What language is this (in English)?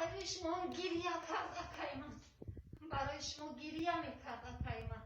Tajik